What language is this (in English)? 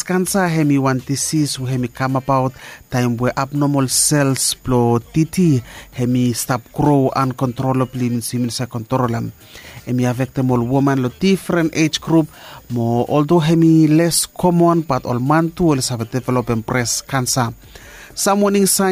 Bislama